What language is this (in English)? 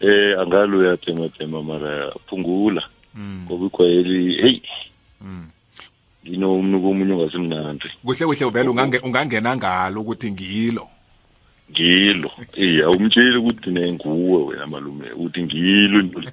South Ndebele